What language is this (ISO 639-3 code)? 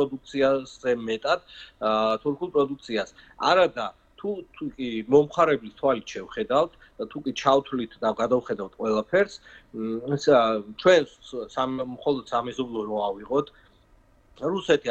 kat